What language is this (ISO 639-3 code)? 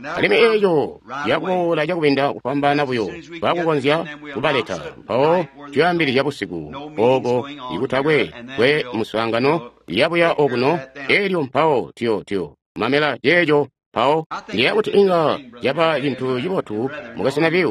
toi